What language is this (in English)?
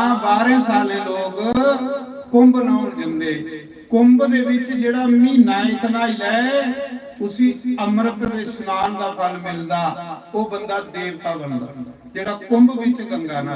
Dogri